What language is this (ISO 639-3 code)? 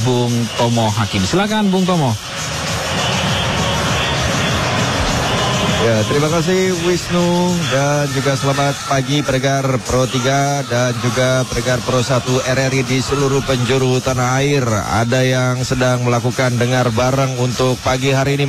ind